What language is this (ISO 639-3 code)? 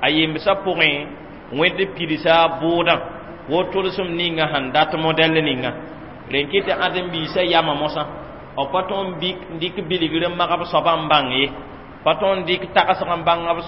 mos